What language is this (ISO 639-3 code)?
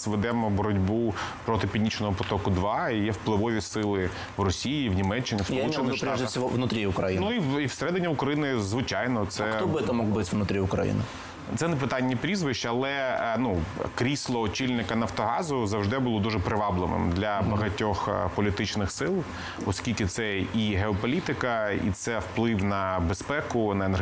ukr